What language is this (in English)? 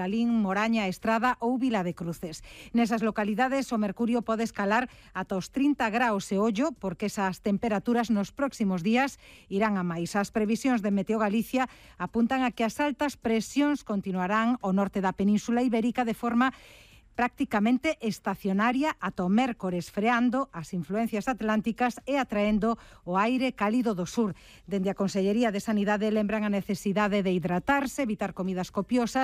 Galician